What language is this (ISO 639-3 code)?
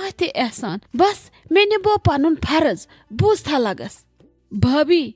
kas